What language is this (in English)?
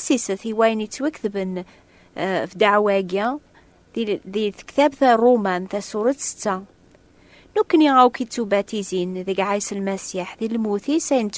Kabyle